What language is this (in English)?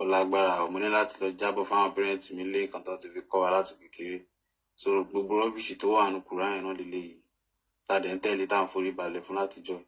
Yoruba